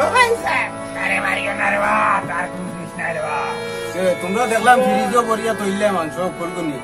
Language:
Sylheti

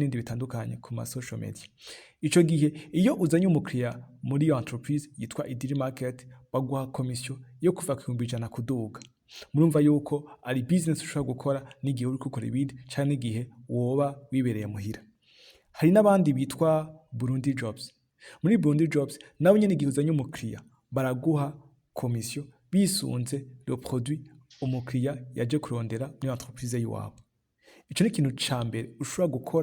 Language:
Rundi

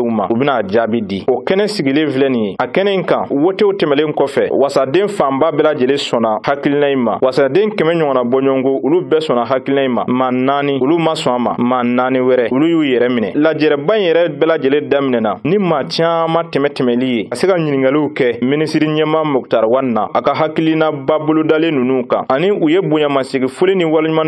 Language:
Bambara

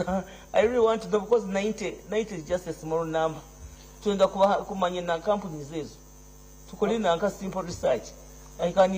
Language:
Nyankole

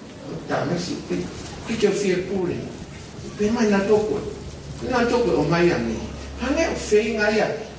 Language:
Tongan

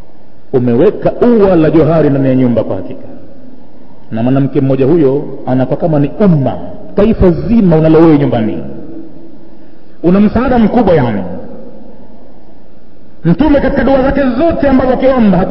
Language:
Swahili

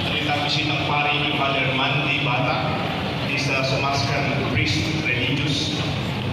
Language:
Pampanga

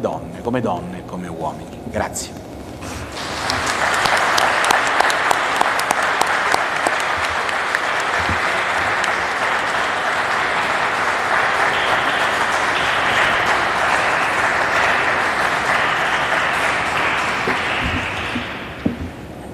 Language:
Italian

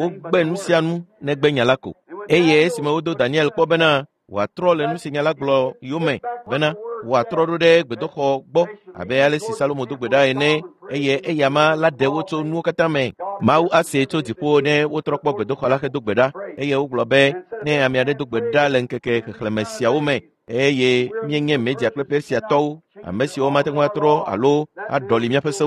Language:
Ewe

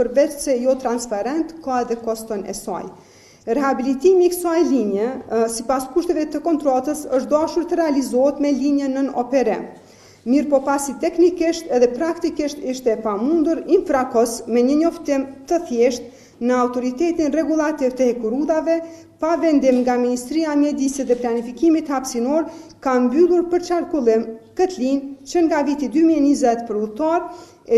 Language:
Albanian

